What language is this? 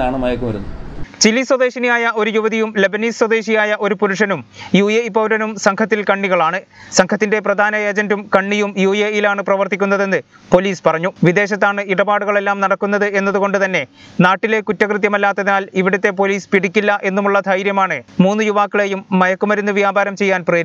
Malayalam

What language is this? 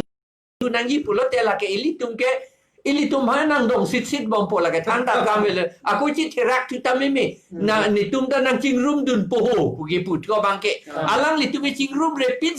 Karbi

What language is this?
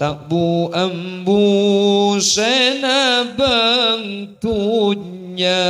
Madurese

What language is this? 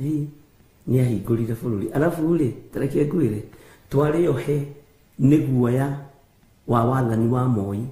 Kikuyu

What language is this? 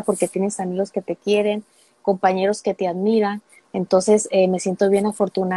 Spanish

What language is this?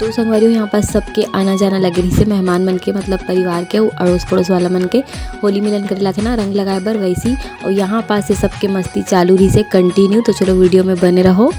Chhattisgarhi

